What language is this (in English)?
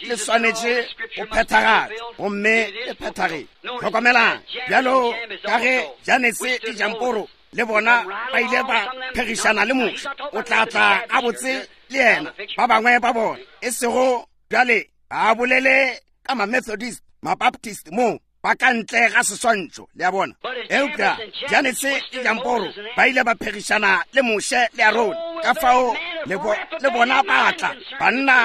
Northern Sotho